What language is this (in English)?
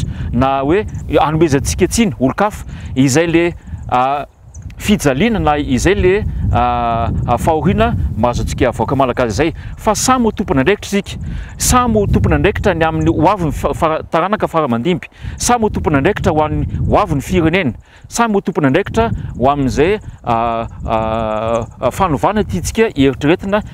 Malagasy